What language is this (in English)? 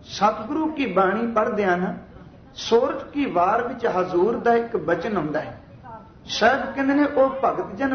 Punjabi